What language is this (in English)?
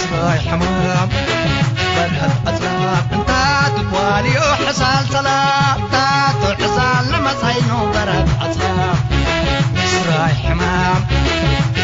Tigre